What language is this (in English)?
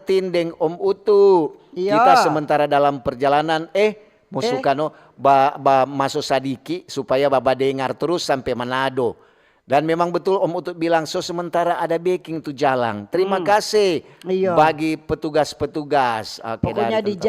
Manado Malay